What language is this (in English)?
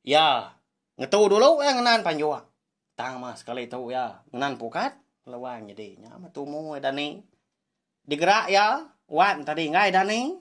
Iban